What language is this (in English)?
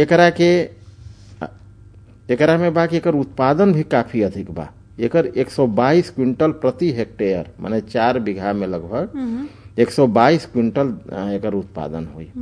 Bhojpuri